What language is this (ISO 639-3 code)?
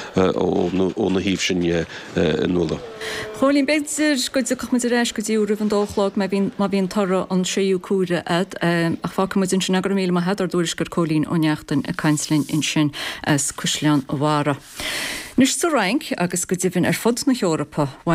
gle